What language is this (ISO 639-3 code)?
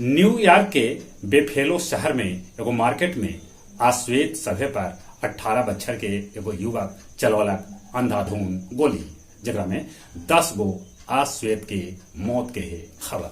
mag